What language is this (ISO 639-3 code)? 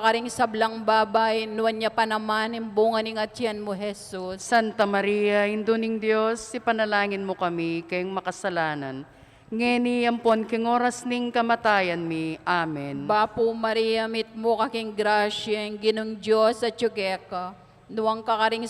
pam